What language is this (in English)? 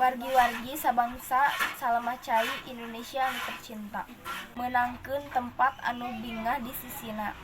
Sundanese